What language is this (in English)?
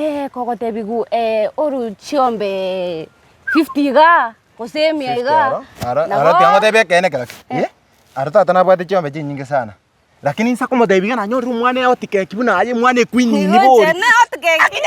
Gusii